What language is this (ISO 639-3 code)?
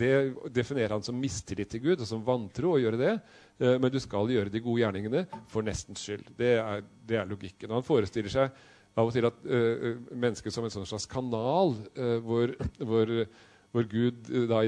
nor